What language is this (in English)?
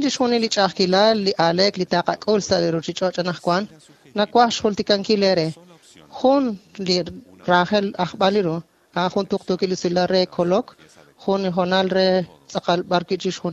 Kekchí